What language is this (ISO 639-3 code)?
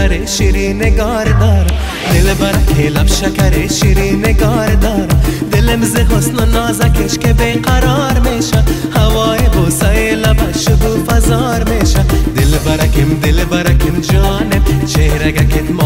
fas